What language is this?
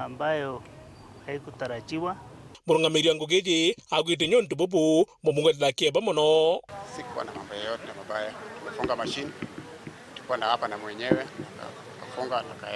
Meru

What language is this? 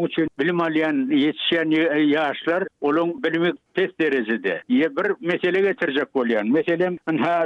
Turkmen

